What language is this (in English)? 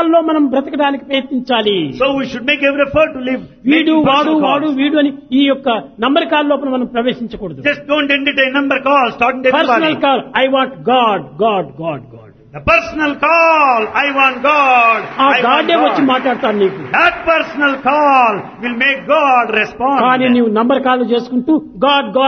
Telugu